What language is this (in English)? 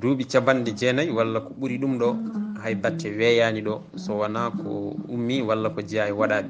Fula